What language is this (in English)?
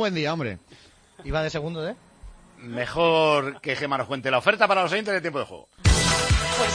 Spanish